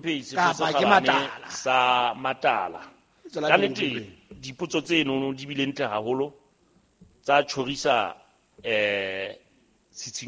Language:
Southern Sotho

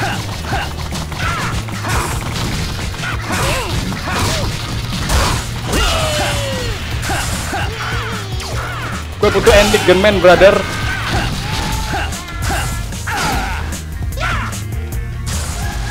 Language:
Indonesian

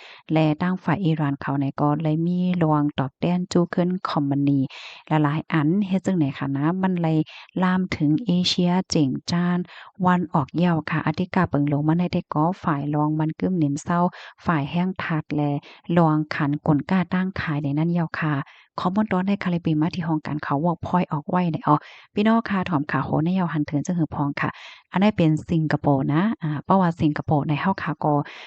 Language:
Shan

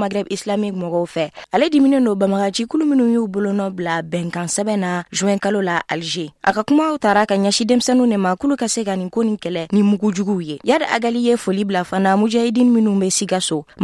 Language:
Bambara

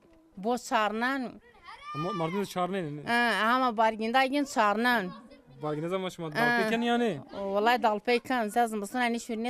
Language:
Zaza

